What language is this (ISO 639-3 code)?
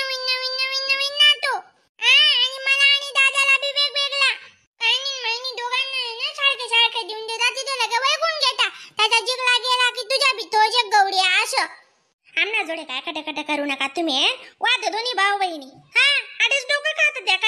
khn